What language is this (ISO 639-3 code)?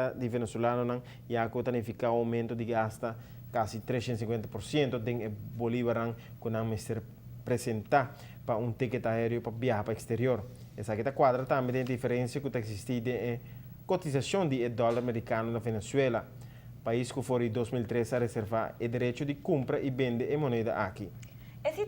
pap